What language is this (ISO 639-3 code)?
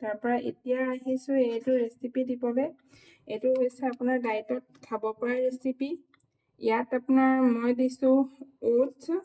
asm